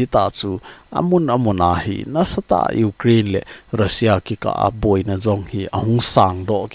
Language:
Thado Chin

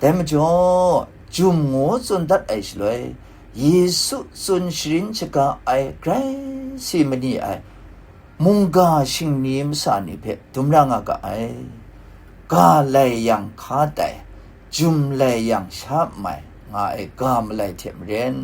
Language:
Kachin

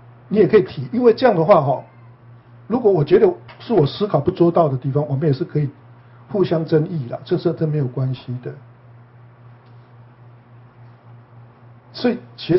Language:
Chinese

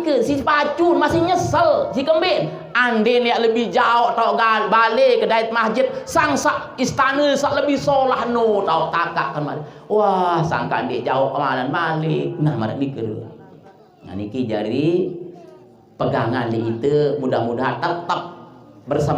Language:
Sasak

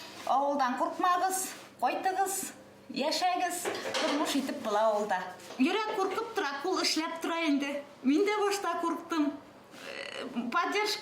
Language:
Bashkir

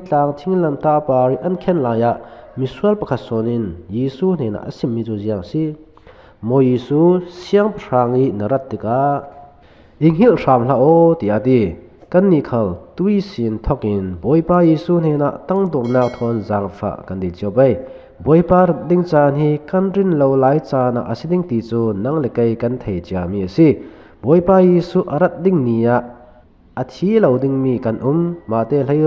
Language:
Falam Chin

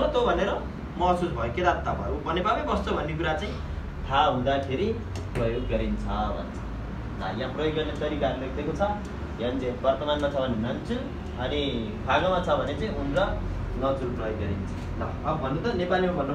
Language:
Nepali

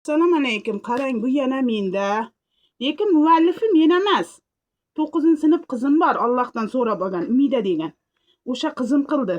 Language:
Uzbek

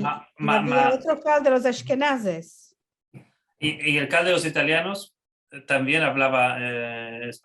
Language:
Ladino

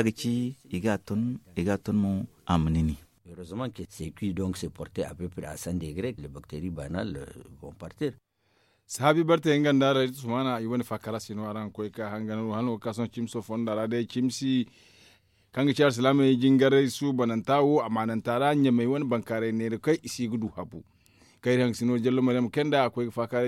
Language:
Zarma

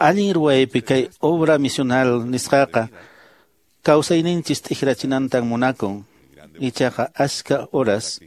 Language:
Quechua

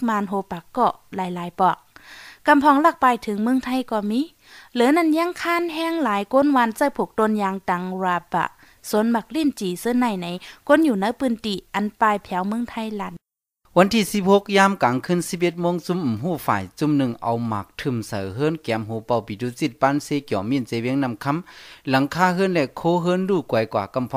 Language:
Shan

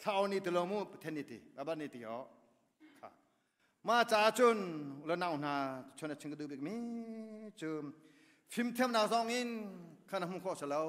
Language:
Hakha Chin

